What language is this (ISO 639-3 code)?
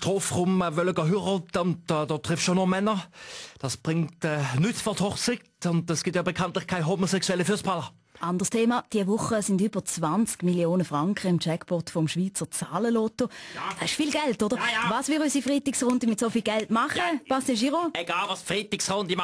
gsw